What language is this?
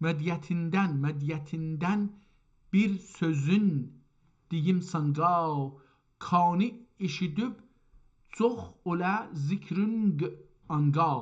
South Azerbaijani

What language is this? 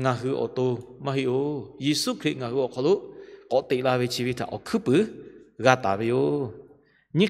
Lahu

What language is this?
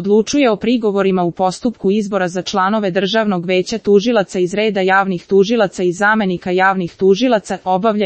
Serbian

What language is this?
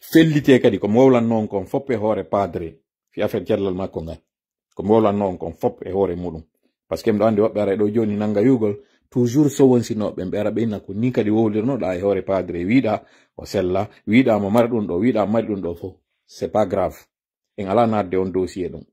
Pular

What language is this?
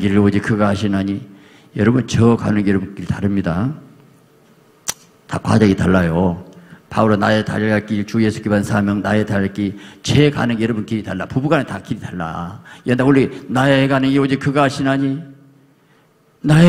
Korean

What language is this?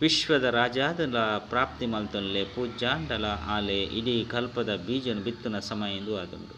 Tulu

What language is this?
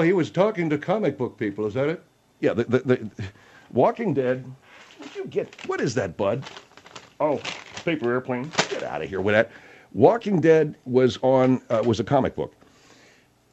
English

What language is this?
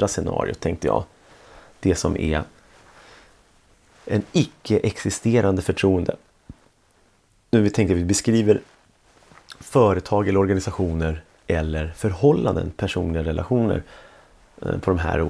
Swedish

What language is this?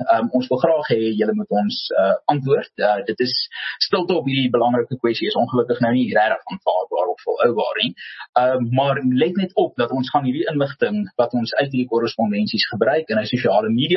Afrikaans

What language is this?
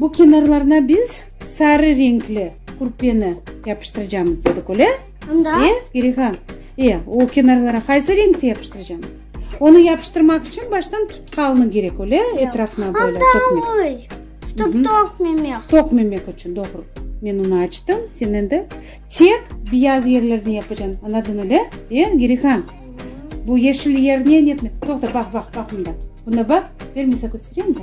Crimean Tatar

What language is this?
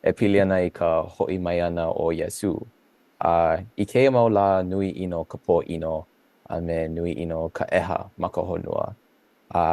Hawaiian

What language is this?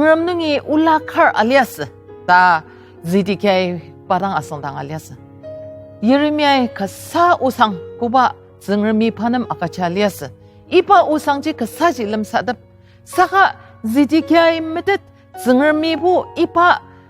Ao Naga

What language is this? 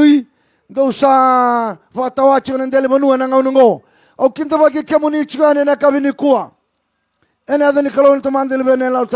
Fijian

